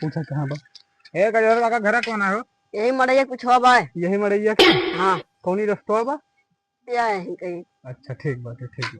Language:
Awadhi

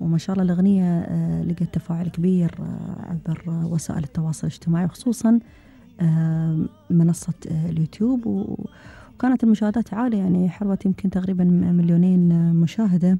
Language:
Gulf Arabic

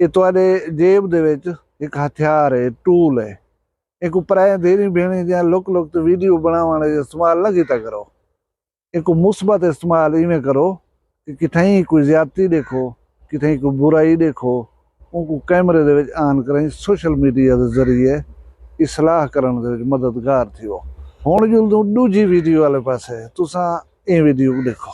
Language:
Saraiki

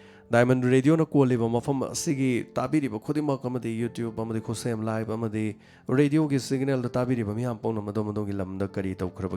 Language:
Manipuri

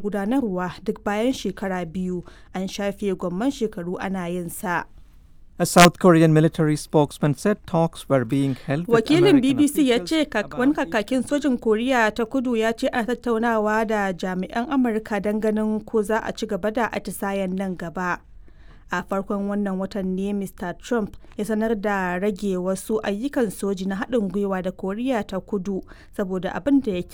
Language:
Hausa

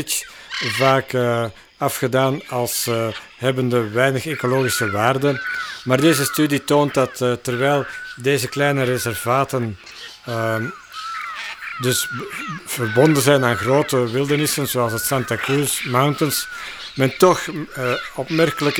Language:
Dutch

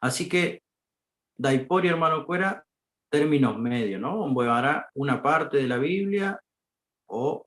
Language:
Guarani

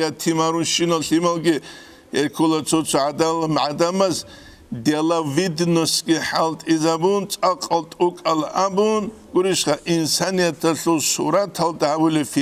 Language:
Avaric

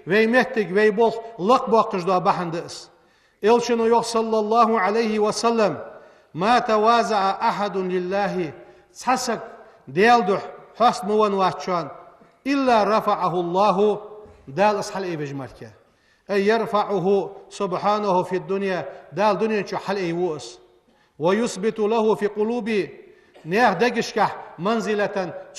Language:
Ingush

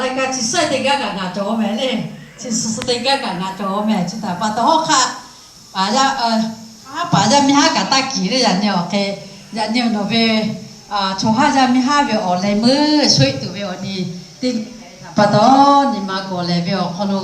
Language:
Lahu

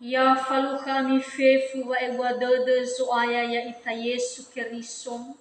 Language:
Nias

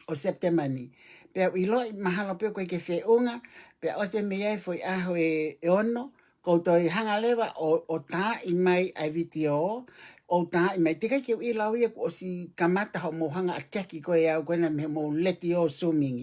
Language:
Tongan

